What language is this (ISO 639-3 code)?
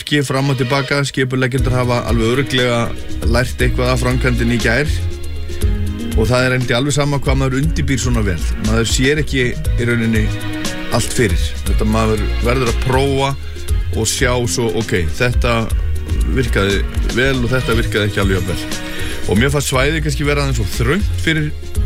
isl